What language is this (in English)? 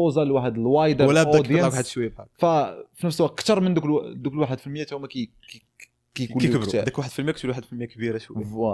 Moroccan Arabic